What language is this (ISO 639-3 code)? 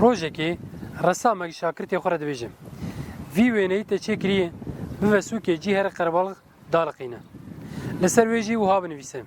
kur